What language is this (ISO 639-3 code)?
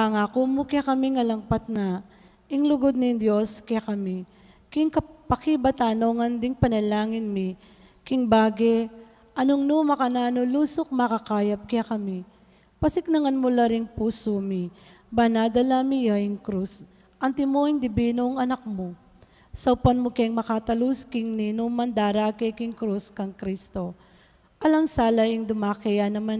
pam